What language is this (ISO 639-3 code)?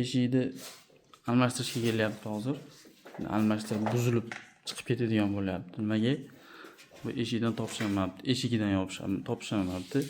uzb